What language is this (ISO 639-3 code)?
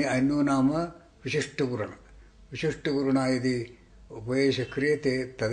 san